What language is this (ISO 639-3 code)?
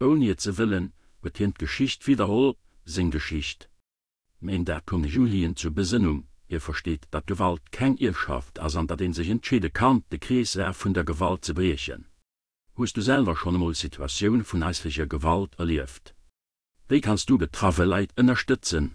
ltz